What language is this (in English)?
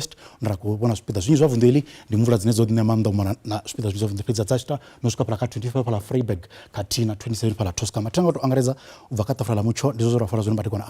Venda